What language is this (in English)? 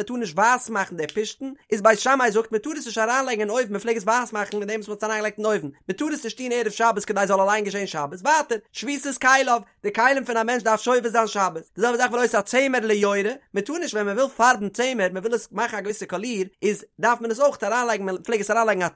Yiddish